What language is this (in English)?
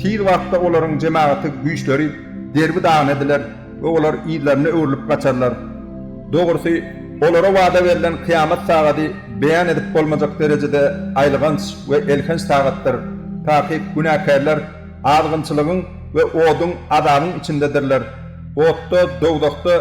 Turkmen